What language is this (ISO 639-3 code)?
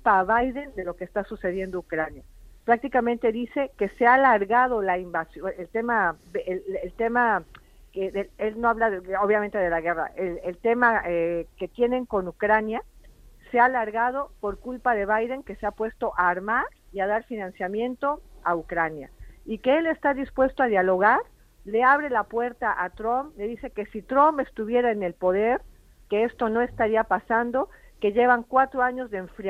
spa